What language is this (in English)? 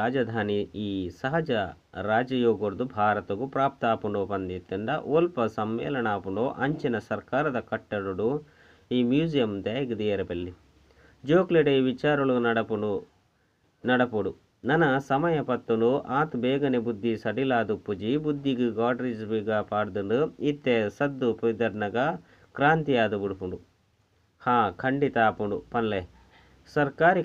Tulu